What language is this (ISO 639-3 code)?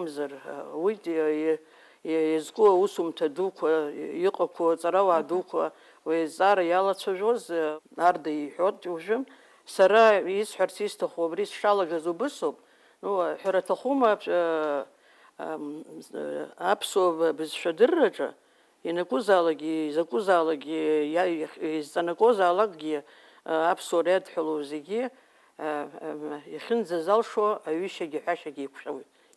abk